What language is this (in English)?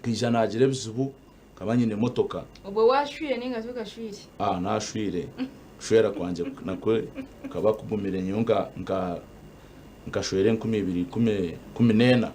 Nyankole